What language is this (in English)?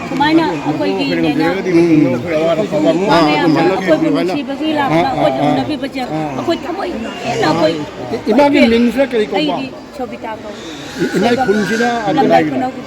Manipuri